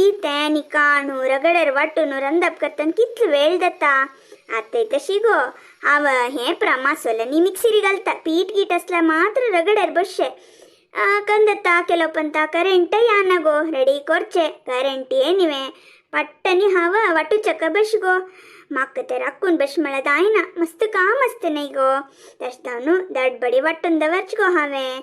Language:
Konkani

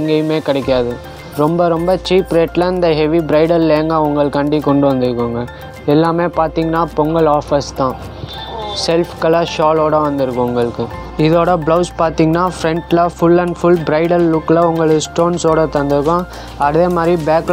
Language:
Tamil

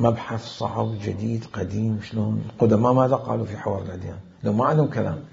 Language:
Mesopotamian Arabic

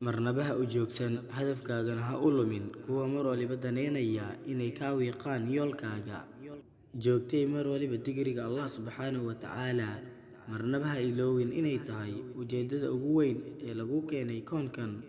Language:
Somali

